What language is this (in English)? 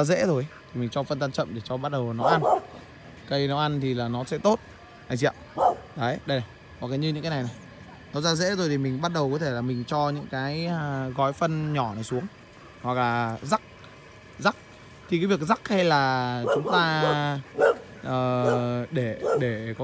Vietnamese